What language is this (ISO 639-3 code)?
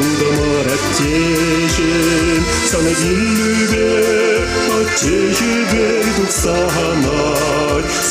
chv